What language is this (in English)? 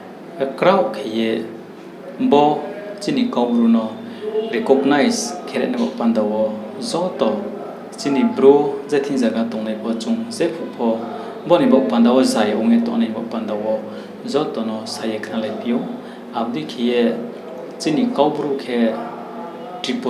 Riang (India)